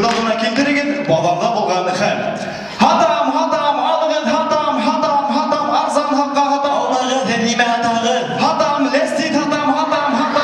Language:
Bashkir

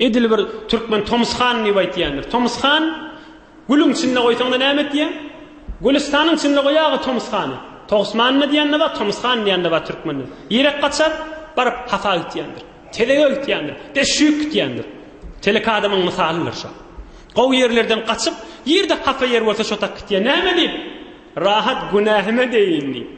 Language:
Turkmen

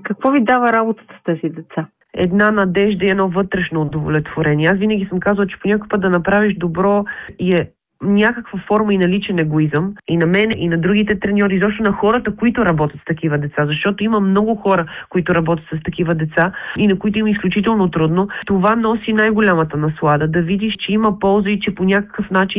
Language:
Bulgarian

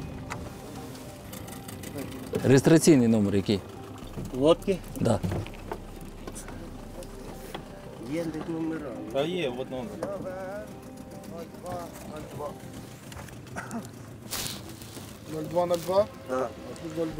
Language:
Ukrainian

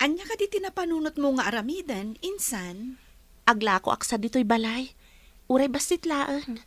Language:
Iloko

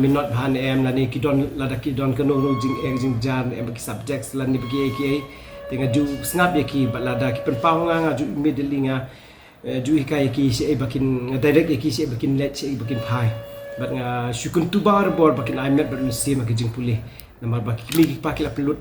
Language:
Khasi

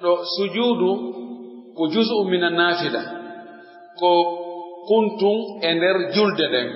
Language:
Pular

